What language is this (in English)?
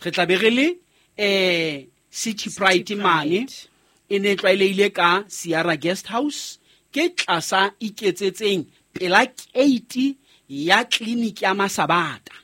Southern Sotho